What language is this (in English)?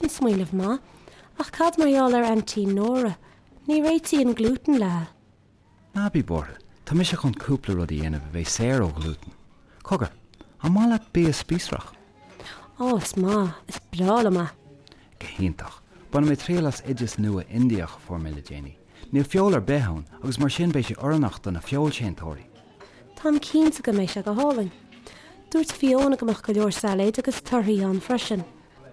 Irish